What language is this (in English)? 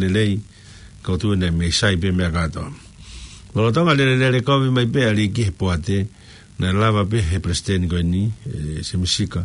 Tongan